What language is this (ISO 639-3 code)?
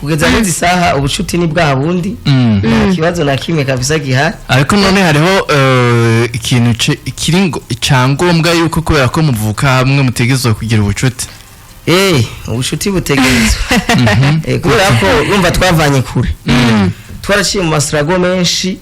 run